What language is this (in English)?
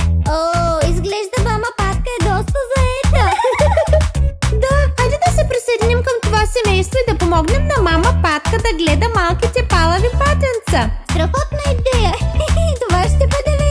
Bulgarian